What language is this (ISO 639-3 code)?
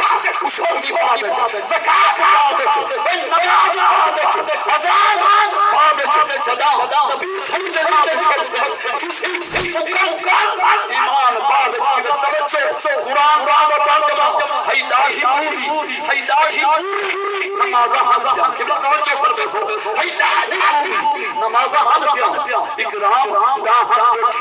skr